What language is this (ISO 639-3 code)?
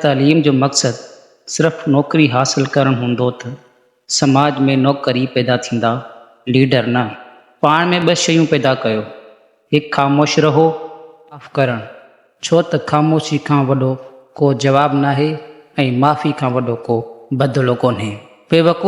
snd